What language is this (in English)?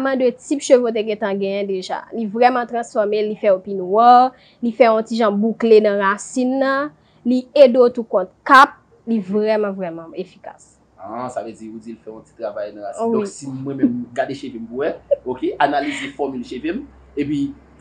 Haitian Creole